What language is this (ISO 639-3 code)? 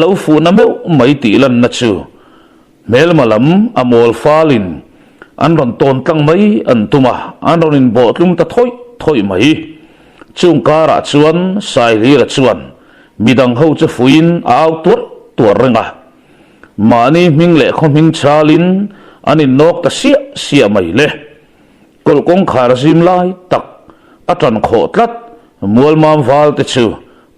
lus